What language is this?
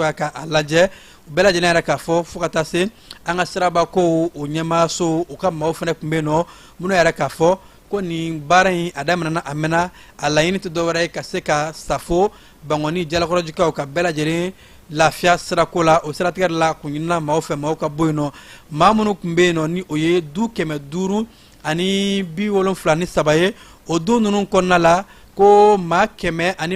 Bambara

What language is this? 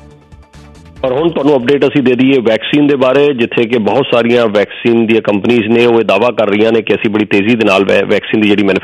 Punjabi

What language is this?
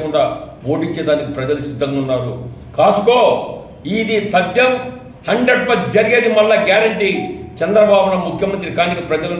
Telugu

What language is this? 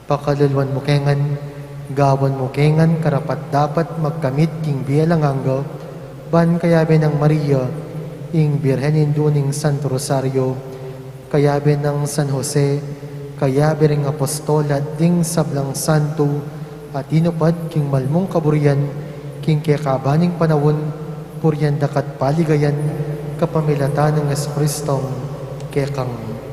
Pampanga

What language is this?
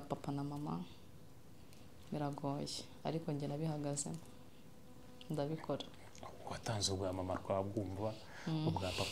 Kinyarwanda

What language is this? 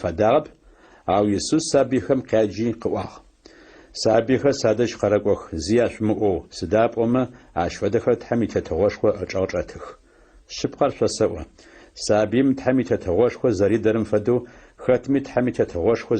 Adyghe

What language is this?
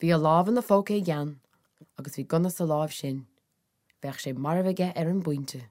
Irish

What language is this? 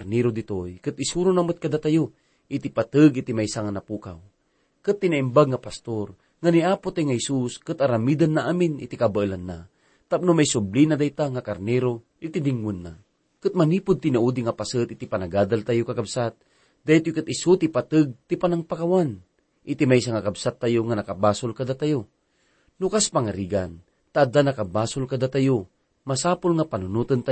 Iloko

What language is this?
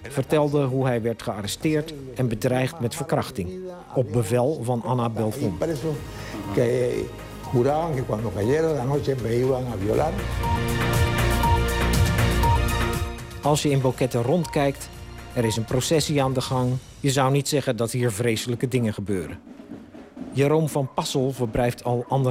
Dutch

